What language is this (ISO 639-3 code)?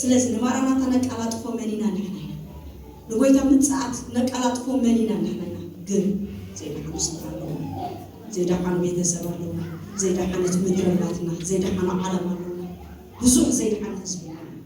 tir